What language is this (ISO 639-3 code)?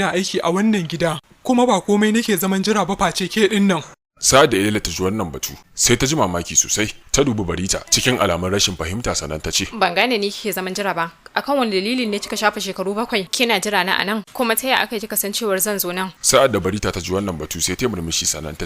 hau